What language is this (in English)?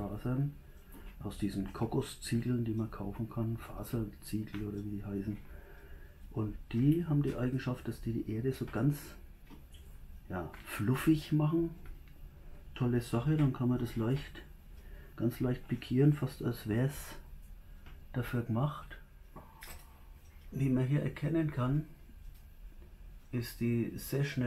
German